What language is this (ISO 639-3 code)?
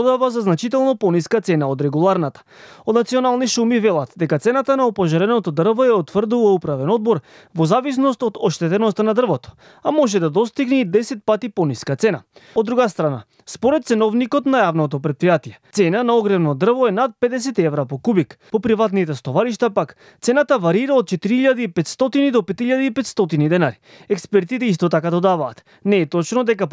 mkd